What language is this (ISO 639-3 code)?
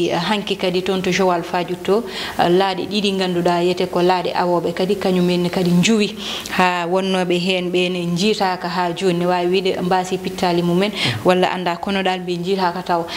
ful